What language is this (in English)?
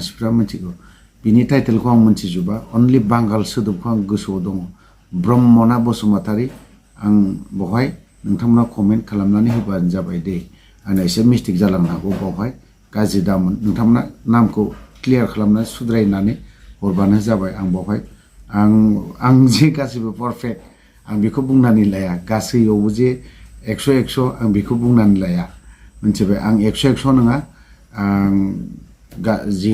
Bodo